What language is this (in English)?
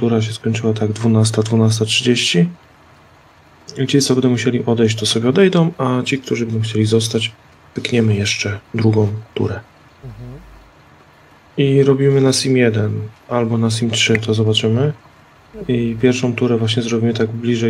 Polish